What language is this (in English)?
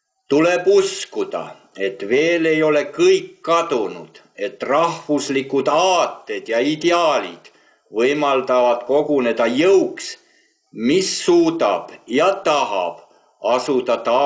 Estonian